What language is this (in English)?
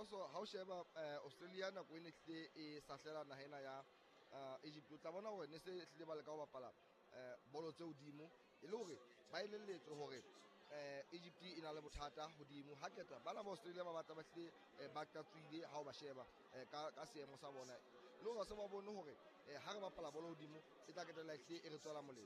Southern Sotho